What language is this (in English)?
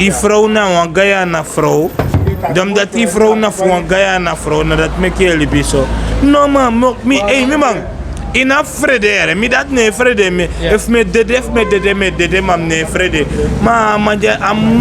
Sranan Tongo